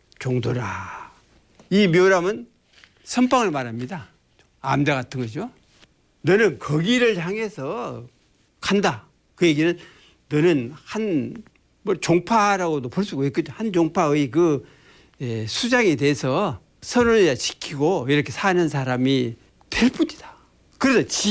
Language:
Korean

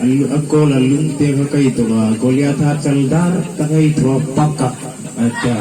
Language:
Hmar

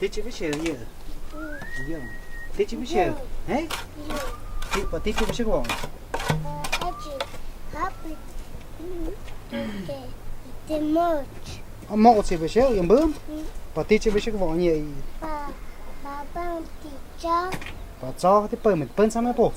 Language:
Totontepec Mixe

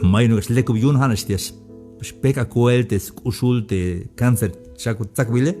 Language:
Tzeltal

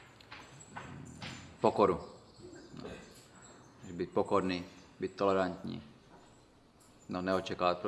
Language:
Czech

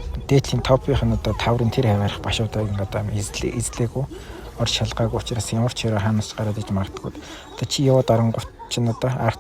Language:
Mongolian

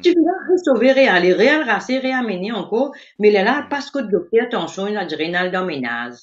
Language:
Morisyen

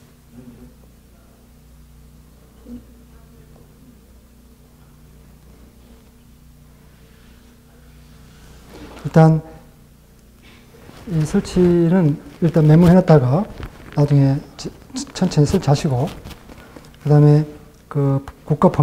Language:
Korean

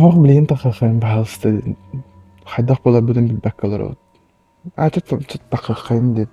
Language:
Yakut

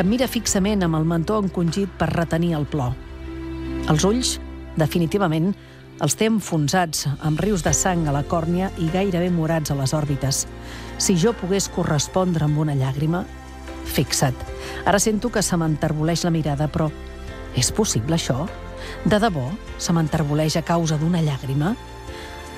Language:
Catalan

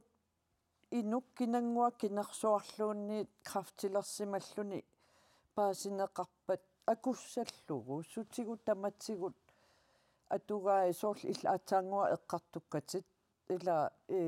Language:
Kalaallisut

